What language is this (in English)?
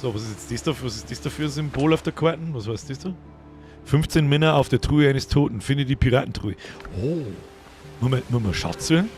Bavarian